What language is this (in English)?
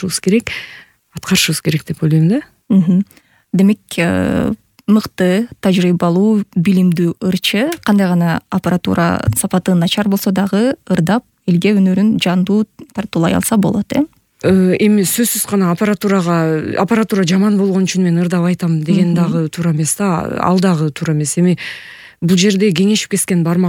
Kyrgyz